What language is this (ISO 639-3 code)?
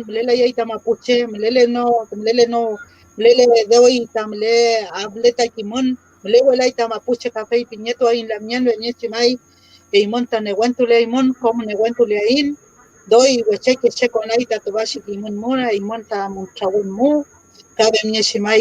arn